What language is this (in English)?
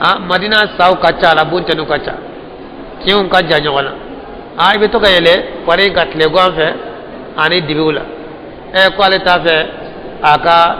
Bambara